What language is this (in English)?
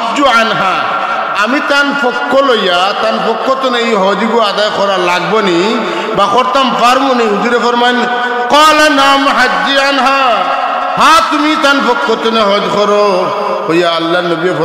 Sylheti